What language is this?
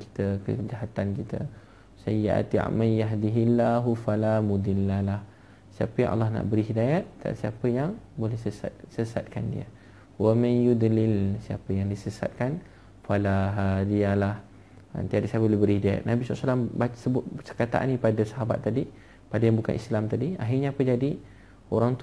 Malay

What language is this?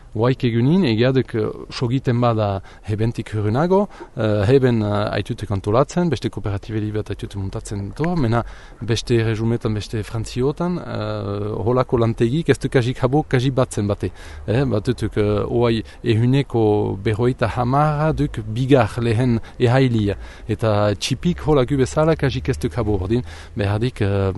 Basque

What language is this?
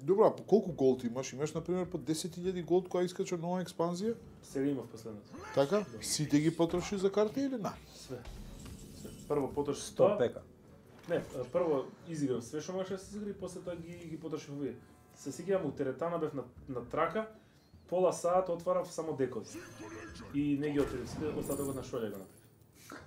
Macedonian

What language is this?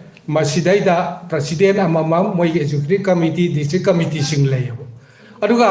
Manipuri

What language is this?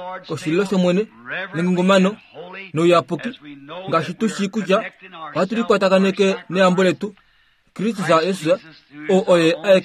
Kuanyama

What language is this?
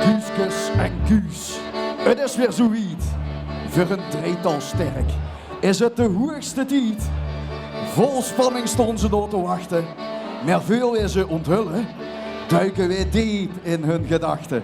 Limburgish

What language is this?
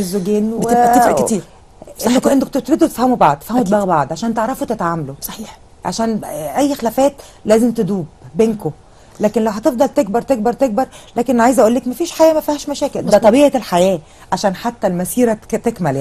Egyptian Arabic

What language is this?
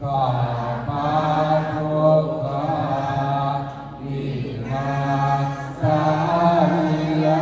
Pali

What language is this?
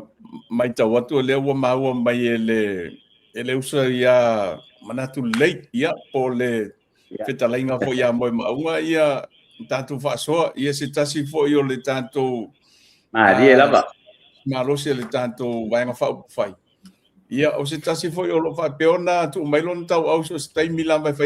Samoan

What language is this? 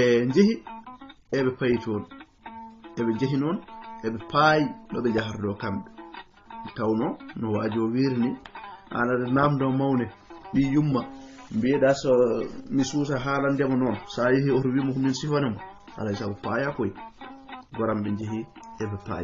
Fula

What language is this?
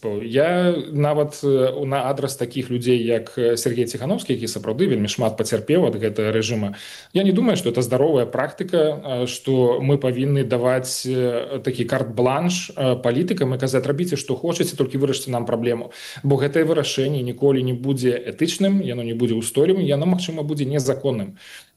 Belarusian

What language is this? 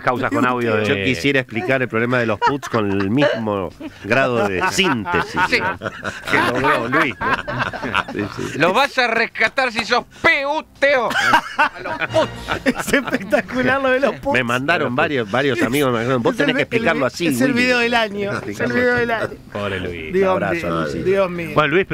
Spanish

